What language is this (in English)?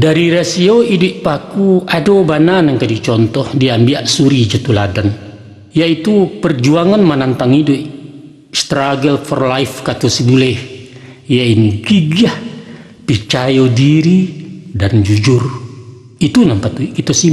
Minangkabau